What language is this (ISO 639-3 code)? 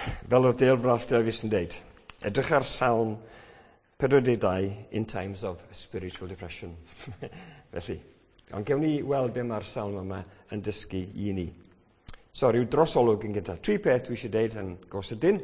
cym